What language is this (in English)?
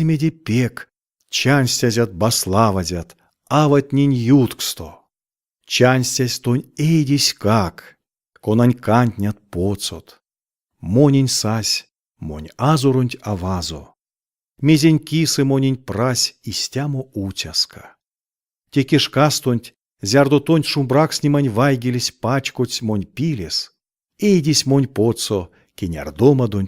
Erzya